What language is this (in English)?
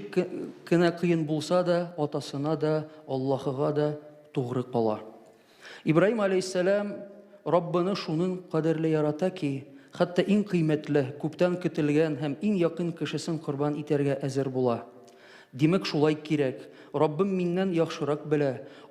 Tatar